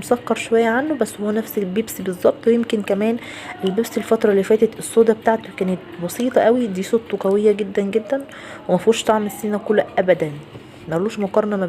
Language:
Egyptian Arabic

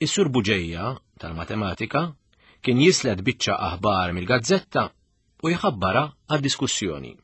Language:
Maltese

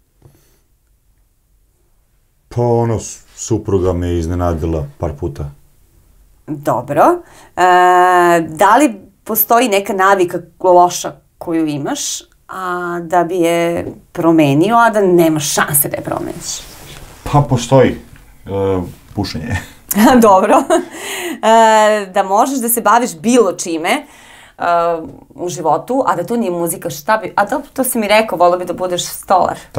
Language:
Serbian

